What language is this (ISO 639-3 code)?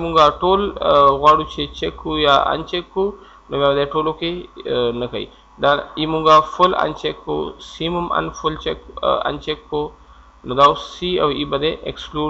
pus